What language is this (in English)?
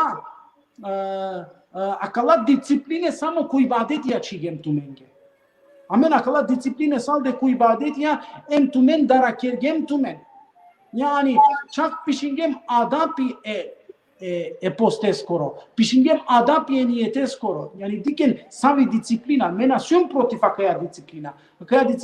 Balkan Romani